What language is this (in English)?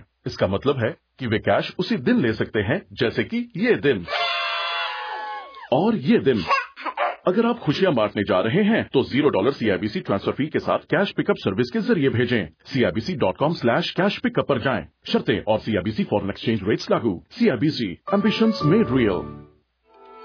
Hindi